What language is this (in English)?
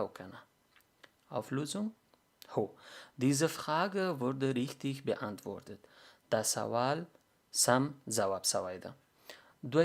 Pashto